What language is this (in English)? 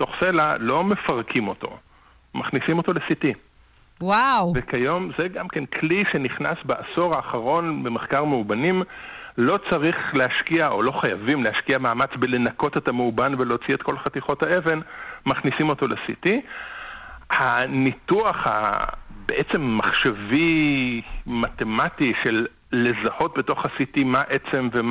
Hebrew